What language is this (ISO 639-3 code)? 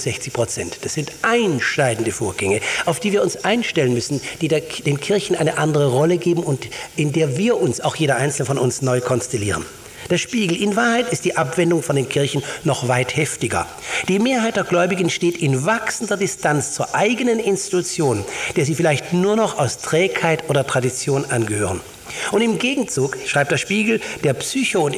deu